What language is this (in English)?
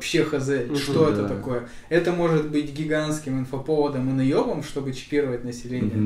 Russian